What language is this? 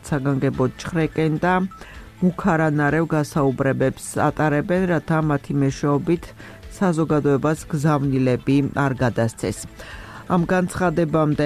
Georgian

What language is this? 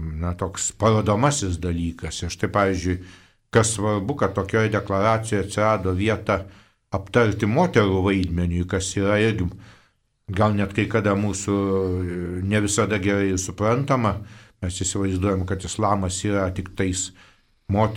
Lithuanian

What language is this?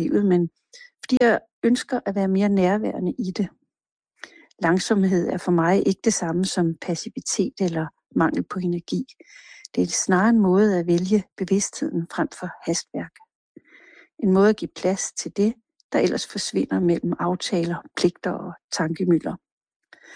Danish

